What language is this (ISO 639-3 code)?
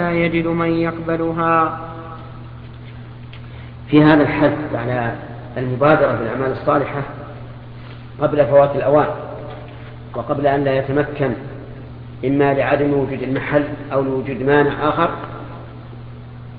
ara